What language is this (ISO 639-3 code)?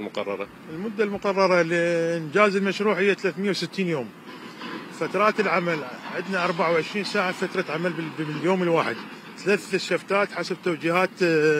acm